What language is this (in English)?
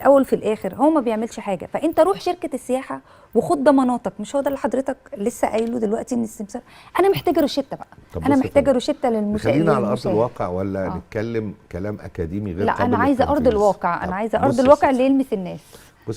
Egyptian Arabic